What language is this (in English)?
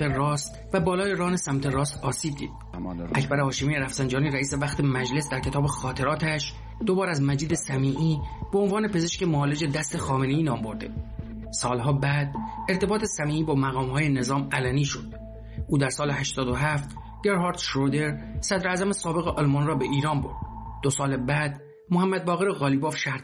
Persian